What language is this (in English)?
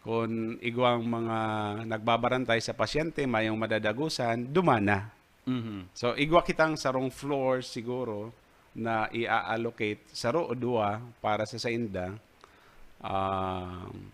Bikol